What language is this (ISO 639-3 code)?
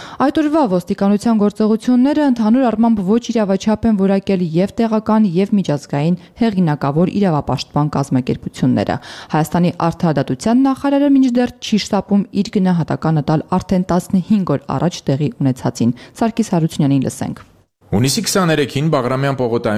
hye